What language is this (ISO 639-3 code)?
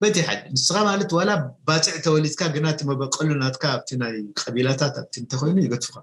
tir